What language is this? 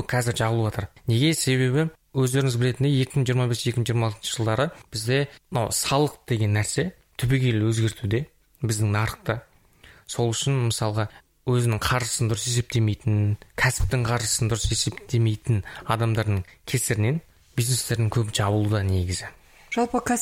Kazakh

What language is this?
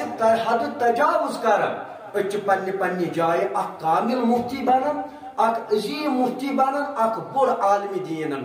Kashmiri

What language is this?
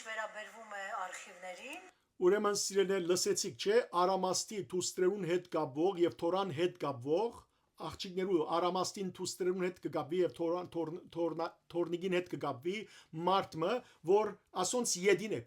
Western Armenian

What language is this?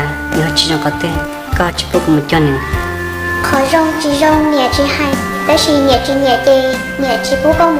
Hmong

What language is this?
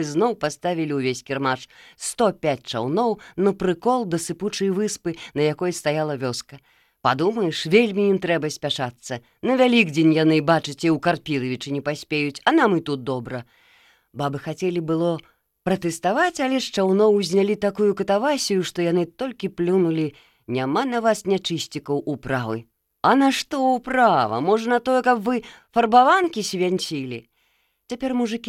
Belarusian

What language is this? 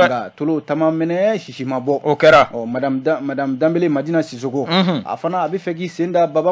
Bambara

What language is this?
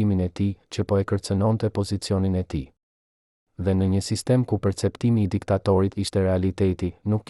Albanian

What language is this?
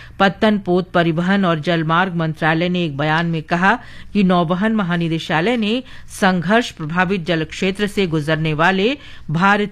Hindi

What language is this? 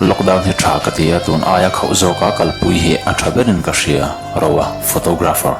Mizo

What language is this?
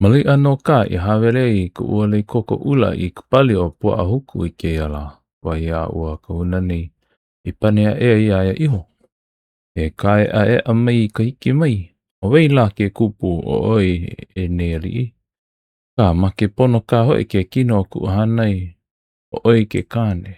Hawaiian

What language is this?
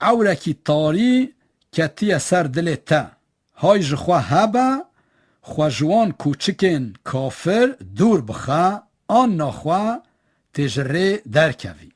Kurdish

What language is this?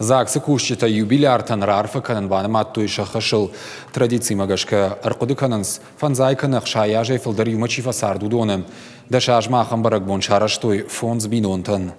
Ossetic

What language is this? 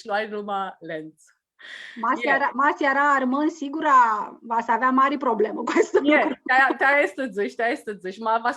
Aromanian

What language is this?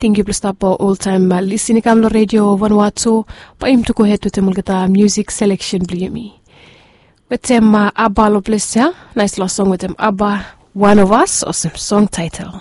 Bislama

